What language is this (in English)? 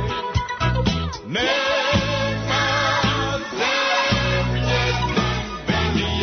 Serbian